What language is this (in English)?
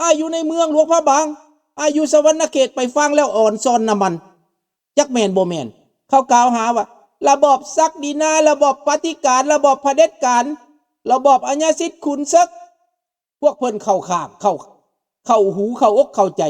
Lao